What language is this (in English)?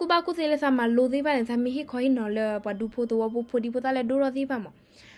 S'gaw Karen